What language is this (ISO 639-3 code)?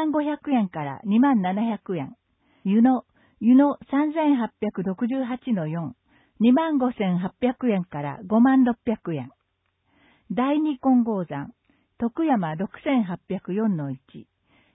jpn